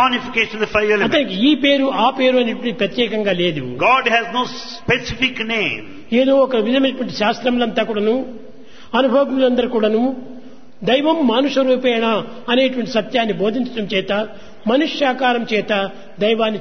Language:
Telugu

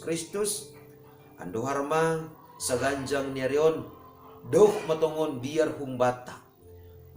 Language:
Batak Simalungun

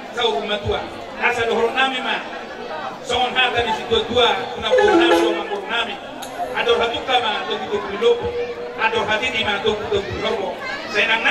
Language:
Batak Toba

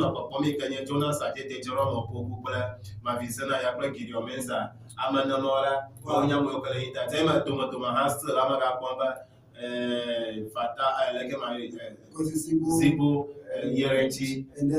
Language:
Ewe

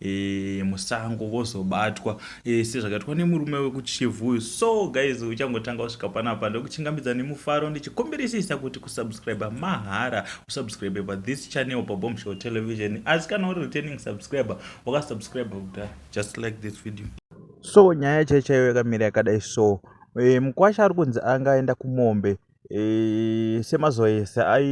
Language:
Shona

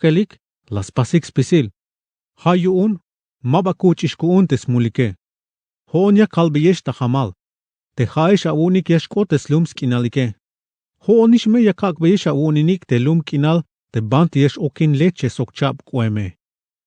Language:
Tzeltal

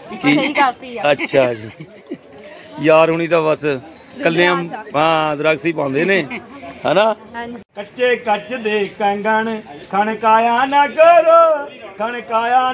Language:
Punjabi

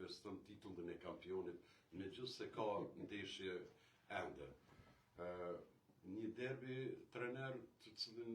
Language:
Albanian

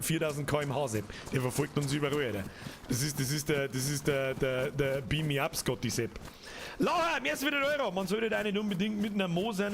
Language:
Bavarian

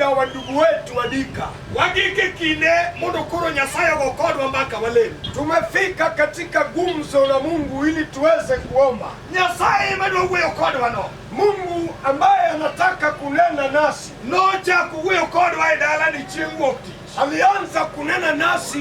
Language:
Luo (Kenya and Tanzania)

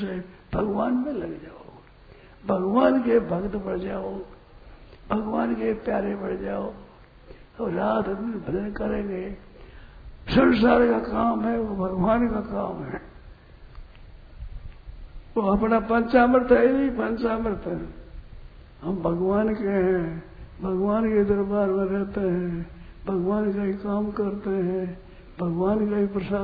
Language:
Hindi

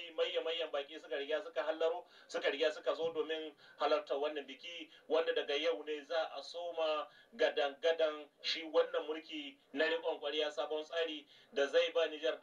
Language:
Hausa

